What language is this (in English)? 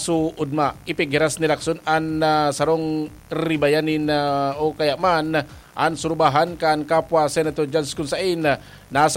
Bikol